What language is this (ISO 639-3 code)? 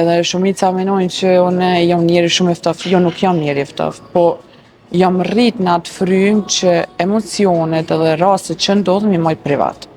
sqi